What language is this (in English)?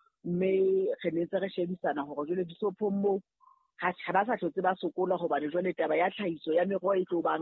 Southern Sotho